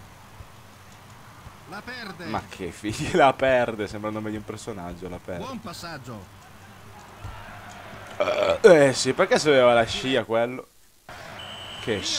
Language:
Italian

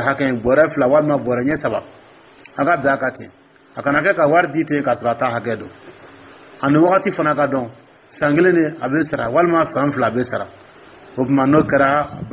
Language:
Dyula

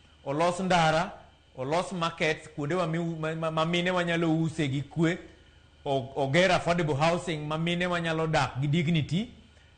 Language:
Luo (Kenya and Tanzania)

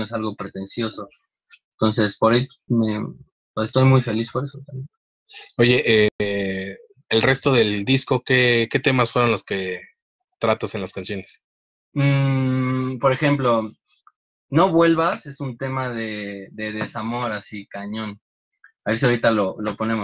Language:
Spanish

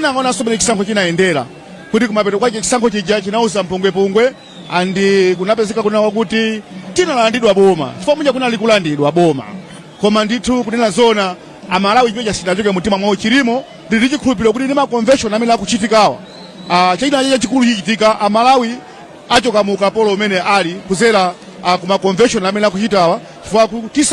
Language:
Nyanja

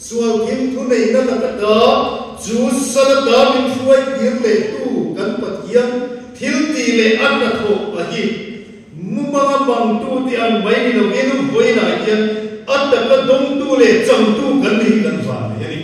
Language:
Mizo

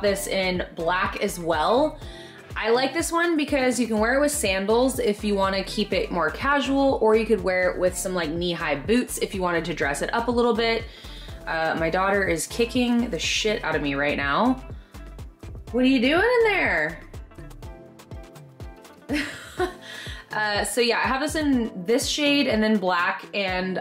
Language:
English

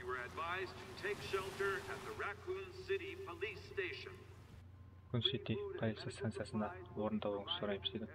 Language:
Kara-Kalpak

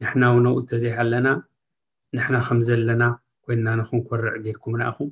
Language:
Tigrinya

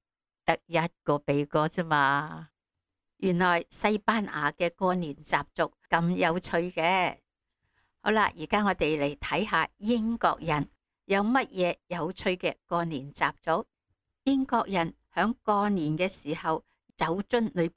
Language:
Cantonese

